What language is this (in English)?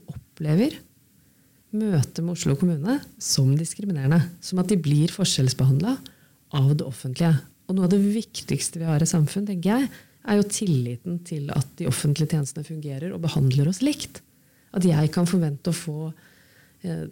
Norwegian